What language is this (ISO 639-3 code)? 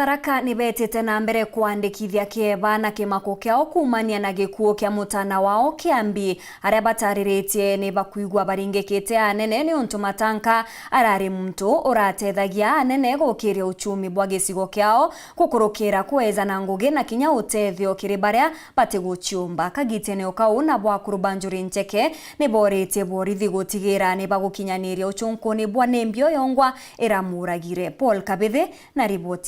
mer